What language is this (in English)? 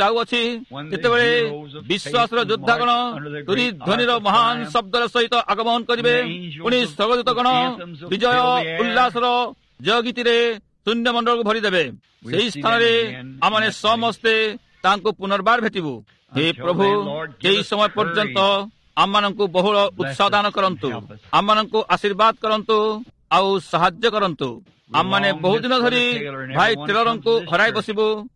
Odia